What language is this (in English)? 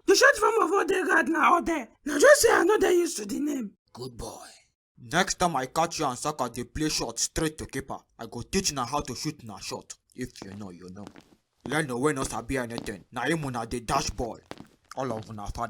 Nigerian Pidgin